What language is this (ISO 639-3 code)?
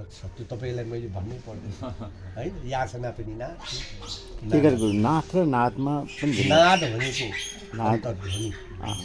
nep